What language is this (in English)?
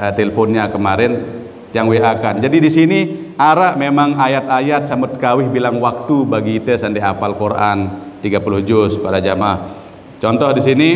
Sasak